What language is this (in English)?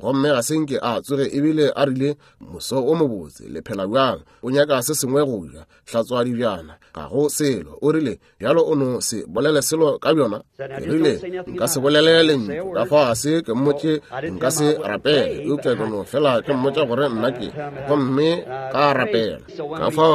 Northern Sotho